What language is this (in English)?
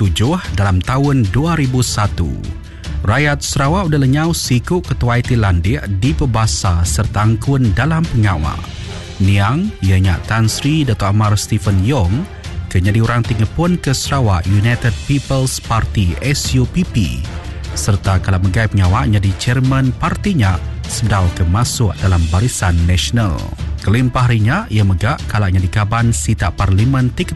Iban